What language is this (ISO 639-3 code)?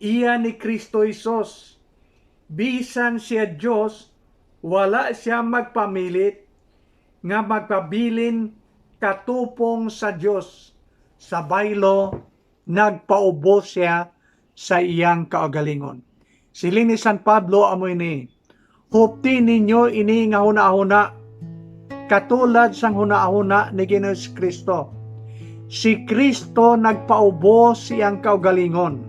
hil